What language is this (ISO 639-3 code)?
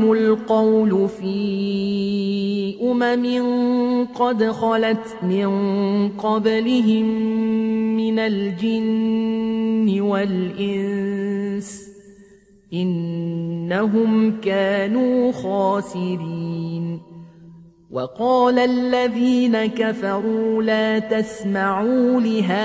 ara